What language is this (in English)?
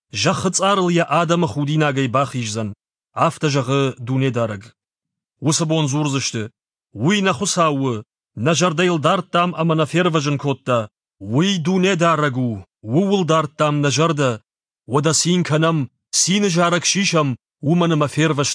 Ossetic